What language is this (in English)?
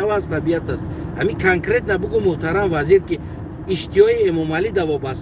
Tajik